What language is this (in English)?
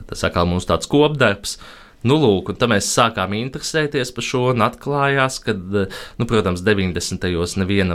Latvian